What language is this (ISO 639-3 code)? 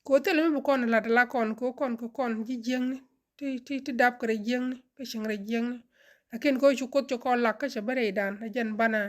nus